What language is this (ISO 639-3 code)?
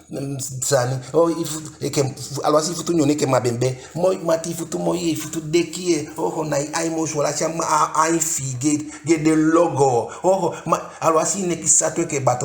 djk